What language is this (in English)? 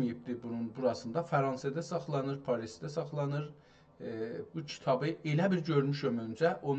South Azerbaijani